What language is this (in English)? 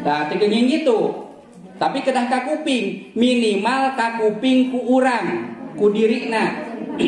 Sundanese